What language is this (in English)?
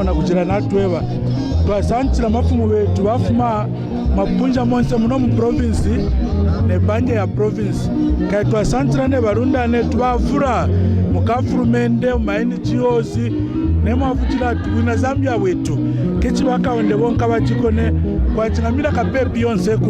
Kaonde